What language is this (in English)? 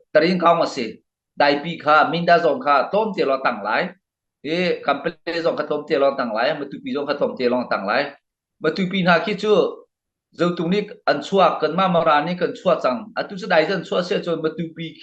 Hakha Chin